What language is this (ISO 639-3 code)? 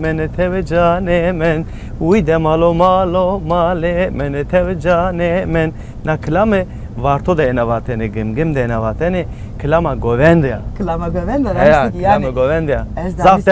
zza